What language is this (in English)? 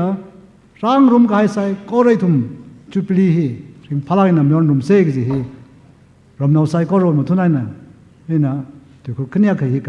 Tangkhul Naga (India)